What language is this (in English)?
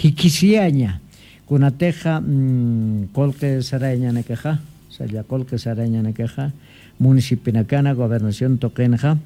Aymara